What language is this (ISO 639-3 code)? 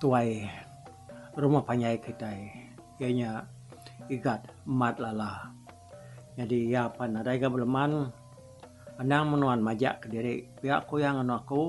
iba